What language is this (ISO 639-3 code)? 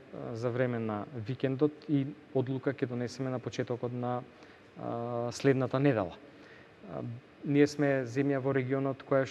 mkd